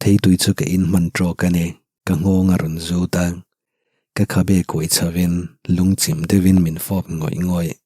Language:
Mizo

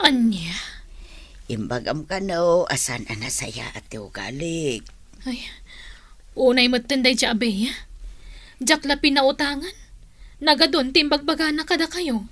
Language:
Iloko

